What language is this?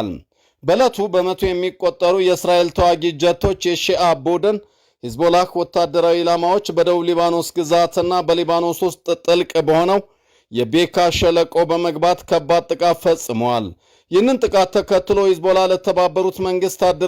Amharic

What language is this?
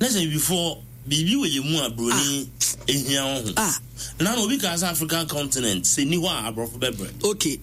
Akan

